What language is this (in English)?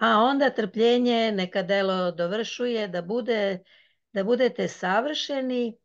Serbian